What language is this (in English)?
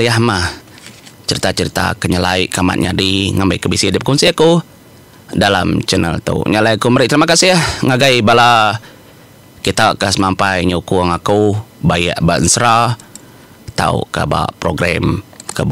Iban